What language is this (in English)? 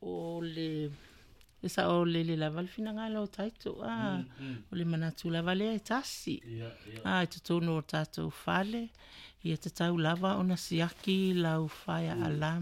Samoan